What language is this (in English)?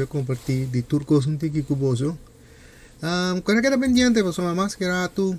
Papiamento